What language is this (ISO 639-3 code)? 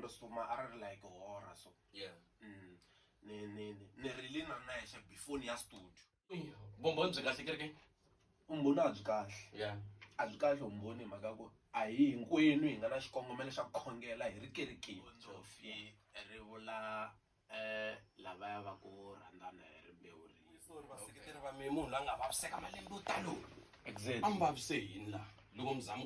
tso